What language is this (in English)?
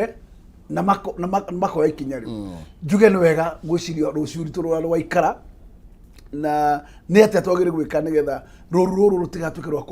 Kikuyu